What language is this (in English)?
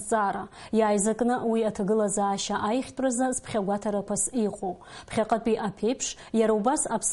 Abkhazian